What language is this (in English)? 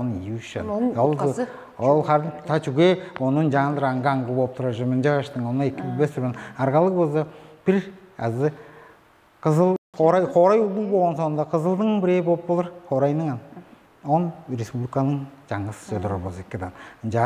Tuvinian